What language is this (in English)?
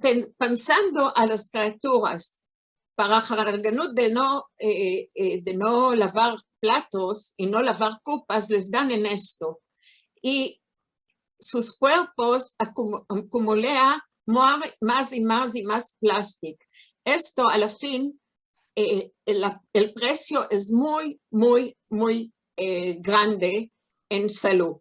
Ladino